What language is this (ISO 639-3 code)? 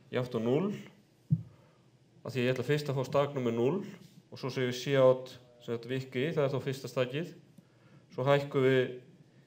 isl